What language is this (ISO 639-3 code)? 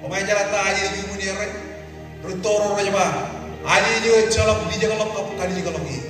mah